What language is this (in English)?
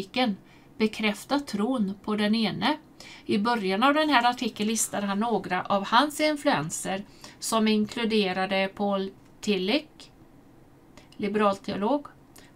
Swedish